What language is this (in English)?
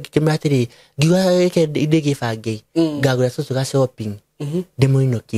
Kikuyu